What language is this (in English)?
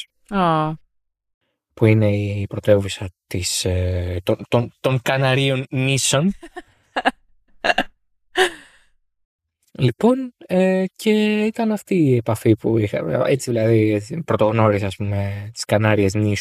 Greek